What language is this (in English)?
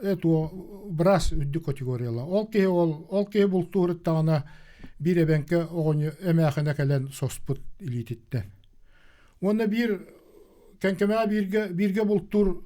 Yakut